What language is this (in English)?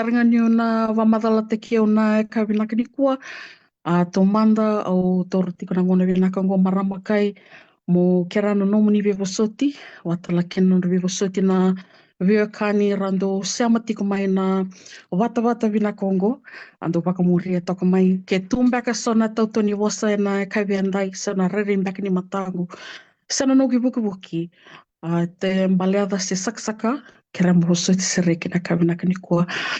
Fijian